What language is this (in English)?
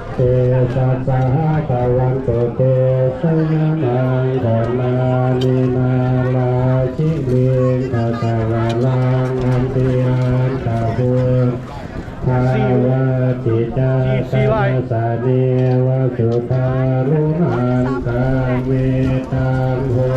Pali